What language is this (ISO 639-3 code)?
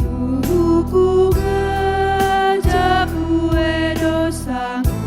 btx